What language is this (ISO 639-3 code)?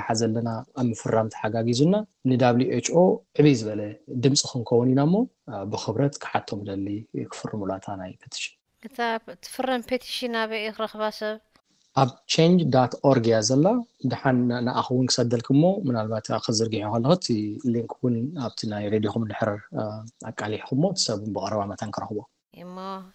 tir